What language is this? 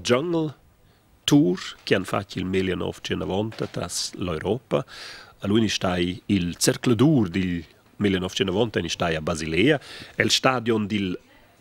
Romansh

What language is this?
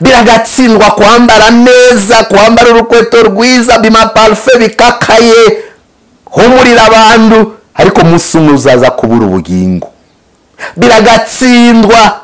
Kinyarwanda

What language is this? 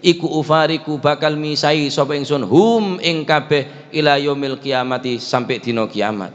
Madurese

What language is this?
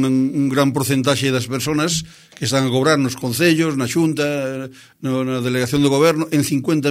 Galician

